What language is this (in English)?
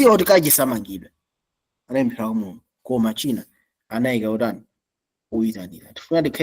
Nyanja